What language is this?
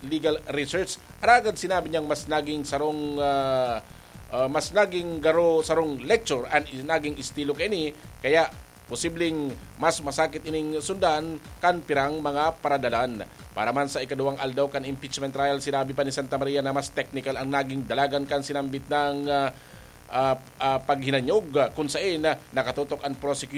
Bikol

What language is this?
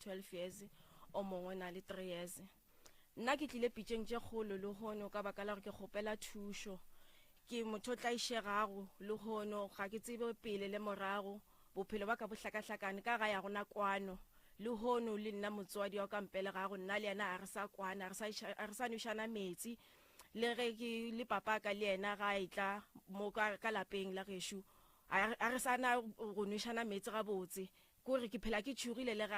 Northern Sotho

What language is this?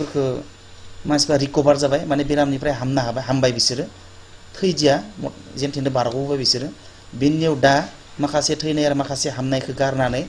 Bodo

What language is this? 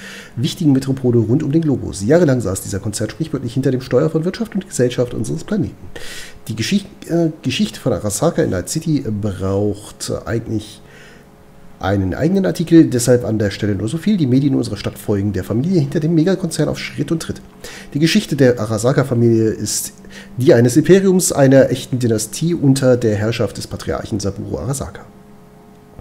German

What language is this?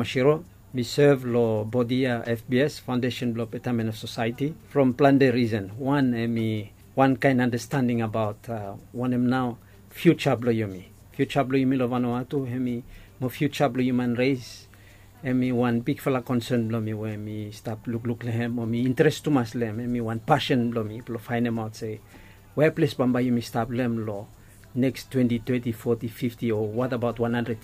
Bislama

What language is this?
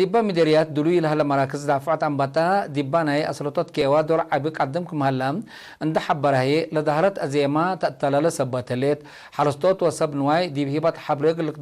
Tigre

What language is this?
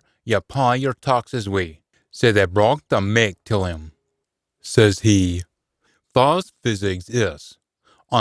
Scots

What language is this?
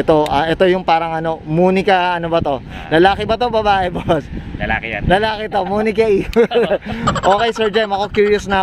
Filipino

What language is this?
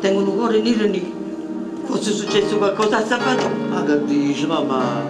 Neapolitan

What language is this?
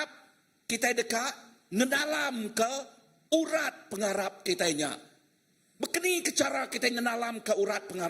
Iban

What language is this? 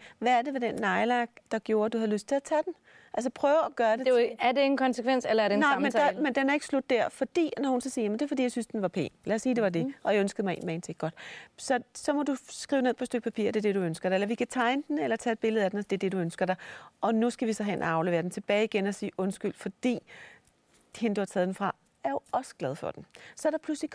Danish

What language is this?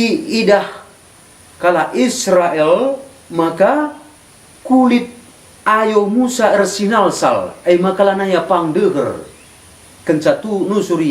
Batak Karo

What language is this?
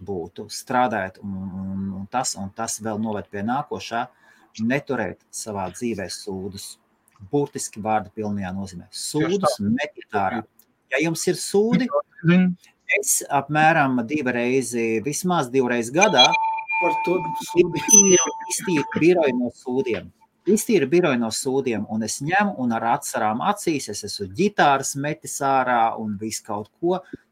Latvian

